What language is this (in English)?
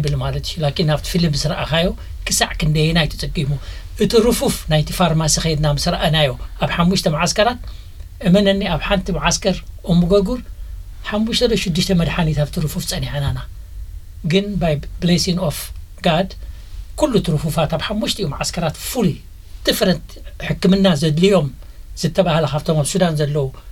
Tigrinya